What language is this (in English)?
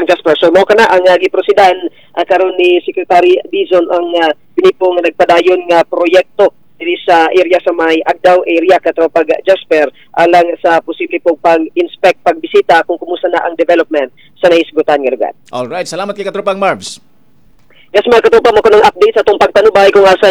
Cebuano